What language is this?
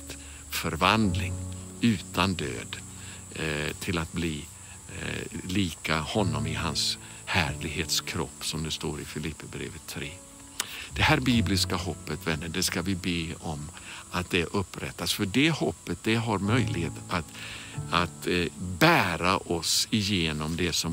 Swedish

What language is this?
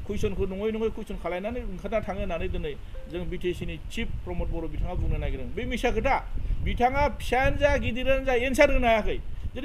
Bodo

